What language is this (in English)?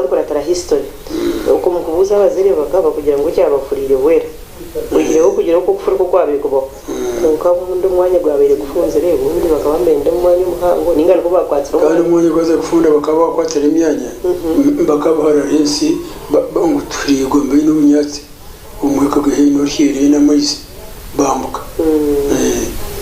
Nyankole